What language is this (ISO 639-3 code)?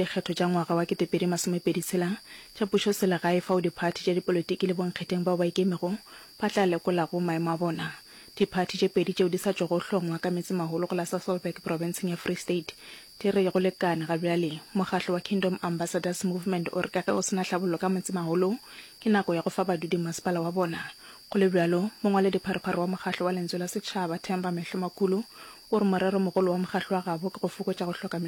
nso